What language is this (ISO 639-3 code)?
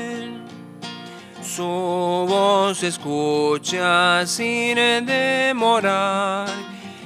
grn